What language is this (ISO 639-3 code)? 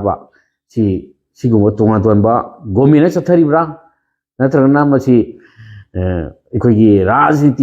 mni